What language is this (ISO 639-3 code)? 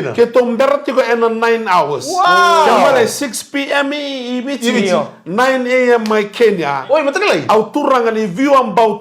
fij